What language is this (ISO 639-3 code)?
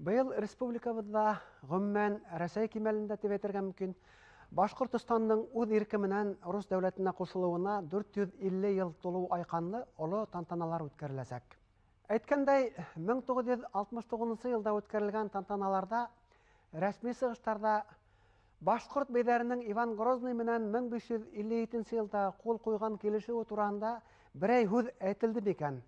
bak